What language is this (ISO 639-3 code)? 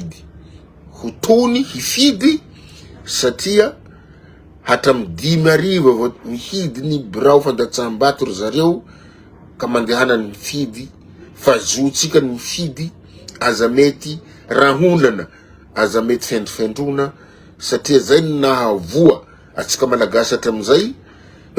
mlg